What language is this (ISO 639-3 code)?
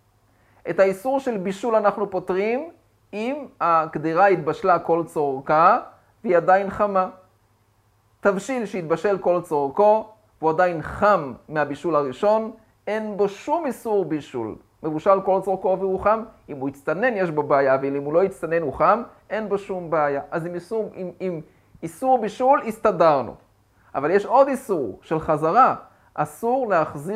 heb